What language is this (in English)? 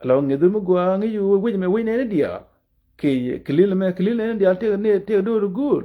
Nuer